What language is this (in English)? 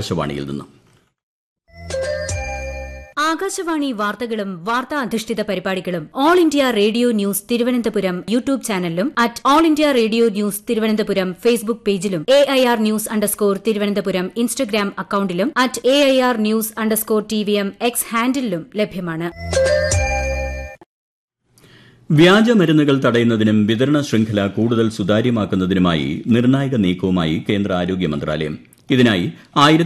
Malayalam